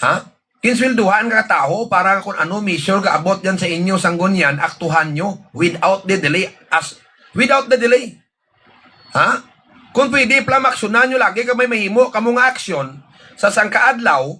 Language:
Hiligaynon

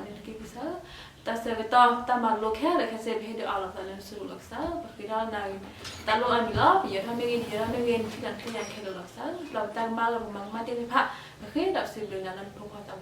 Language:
S'gaw Karen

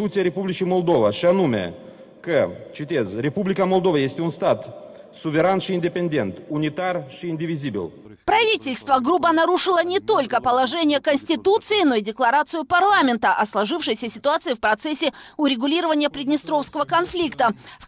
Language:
Russian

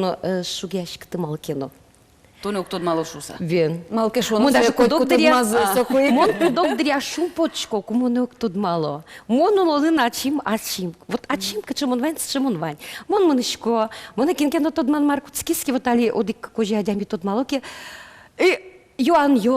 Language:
Udmurt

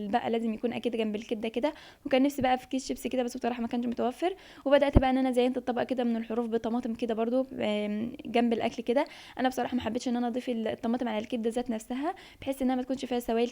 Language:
Egyptian Arabic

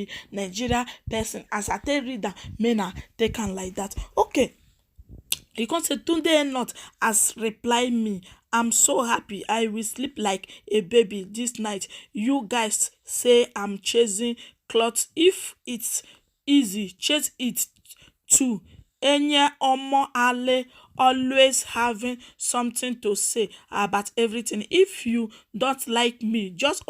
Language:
Nigerian Pidgin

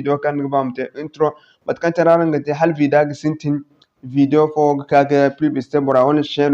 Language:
Zarma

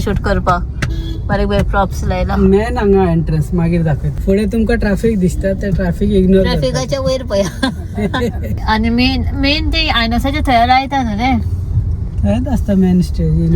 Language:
Konkani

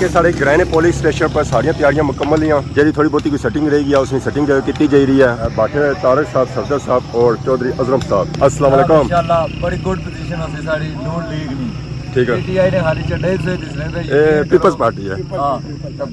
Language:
Pahari-Potwari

